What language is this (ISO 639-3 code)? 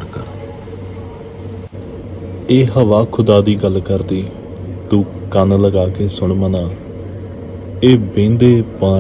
pan